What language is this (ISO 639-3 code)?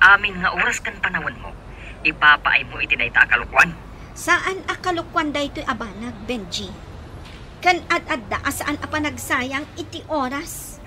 ilo